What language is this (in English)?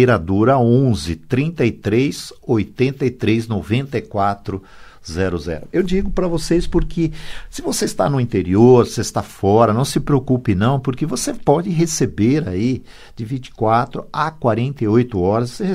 Portuguese